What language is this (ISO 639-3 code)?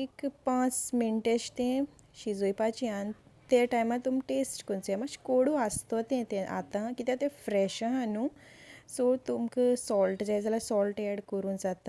kok